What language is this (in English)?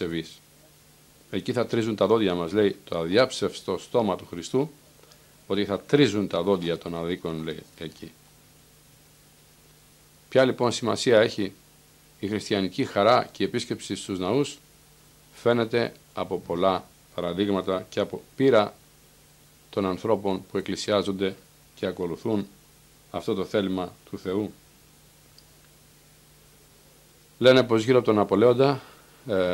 Greek